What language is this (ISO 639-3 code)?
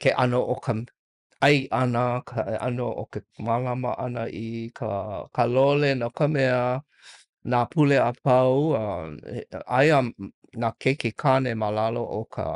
haw